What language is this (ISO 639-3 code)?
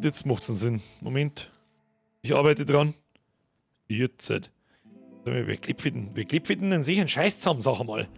bar